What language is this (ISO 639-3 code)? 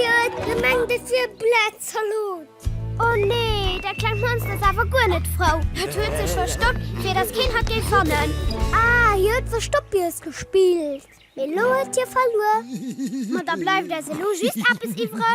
ltz